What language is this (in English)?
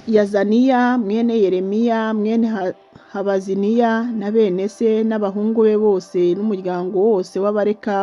Kinyarwanda